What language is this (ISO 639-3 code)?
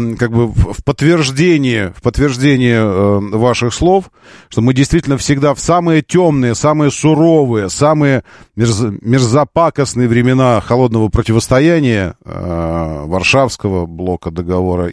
rus